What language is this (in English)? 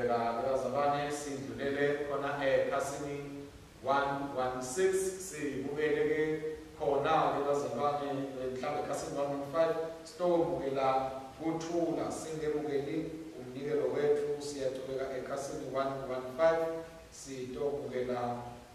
Swati